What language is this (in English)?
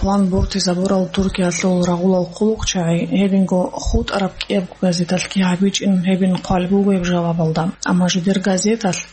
Avaric